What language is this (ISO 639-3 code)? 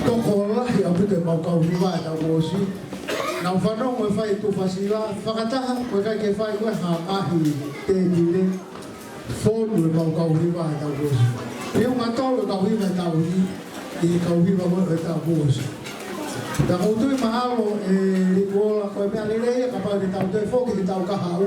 ton